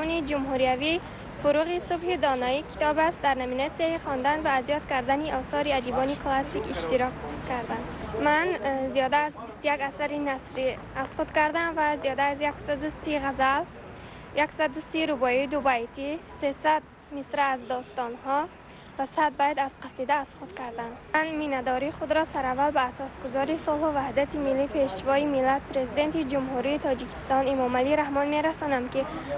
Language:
Tajik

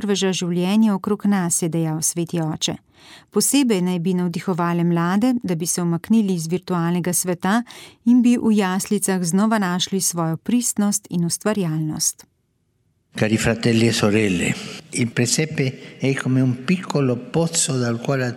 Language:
Slovenian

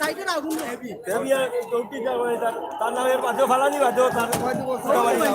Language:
Sylheti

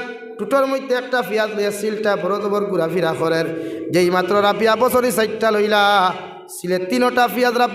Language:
Sylheti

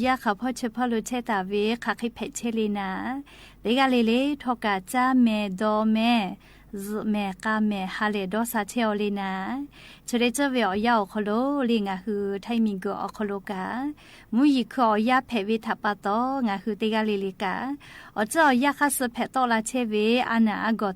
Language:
Lahu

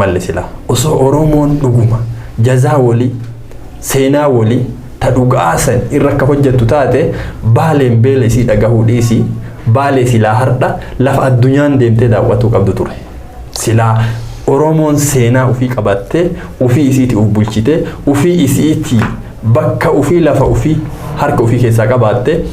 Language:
Oromo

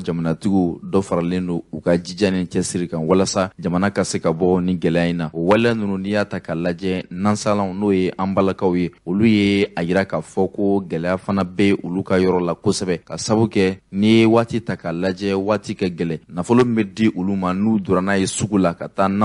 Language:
Bambara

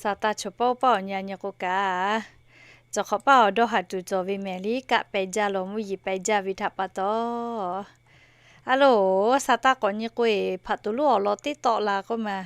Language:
Lahu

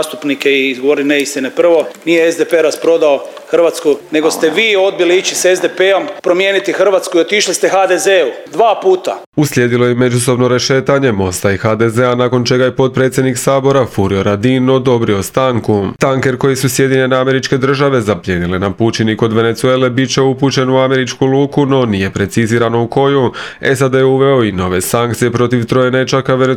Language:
Croatian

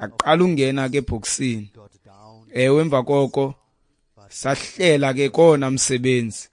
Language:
Xhosa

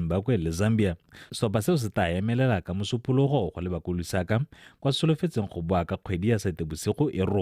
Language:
Tswana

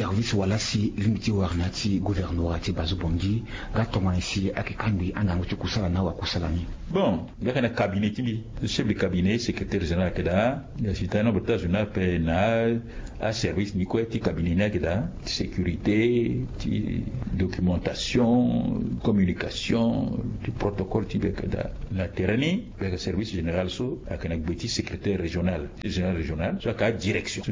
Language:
Sango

